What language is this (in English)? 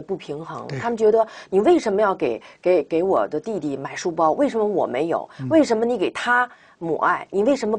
Chinese